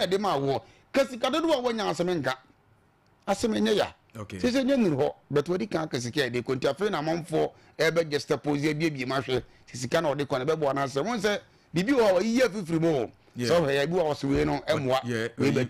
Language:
Akan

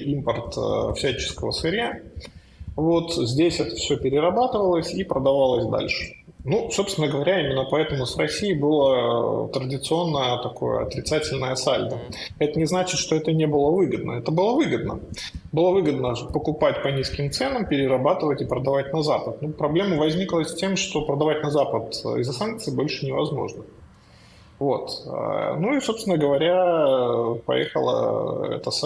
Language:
Russian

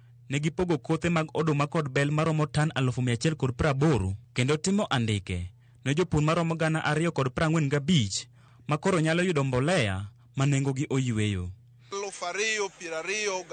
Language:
Luo (Kenya and Tanzania)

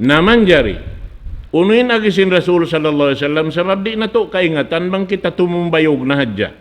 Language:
Tausug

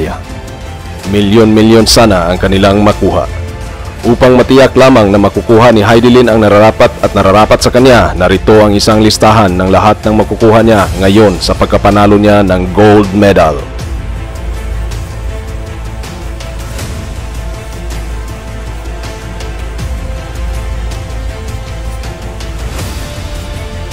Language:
Filipino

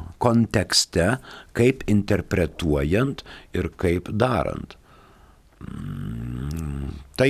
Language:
Lithuanian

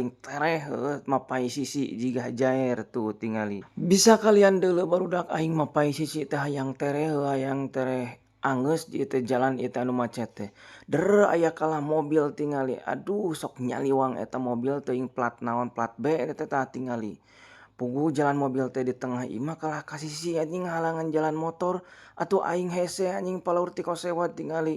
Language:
Sundanese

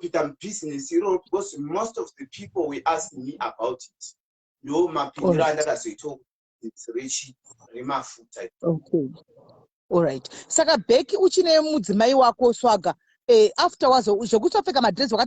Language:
Shona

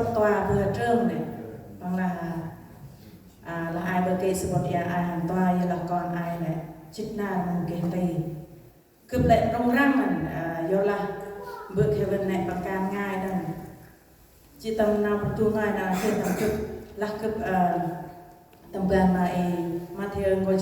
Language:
Central Mnong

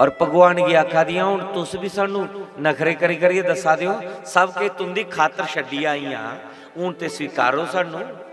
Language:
Dogri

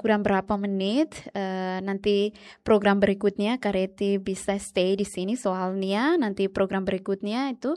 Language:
Tetum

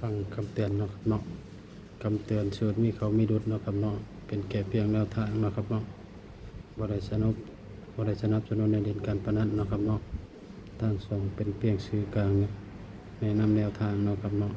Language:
Northeastern Thai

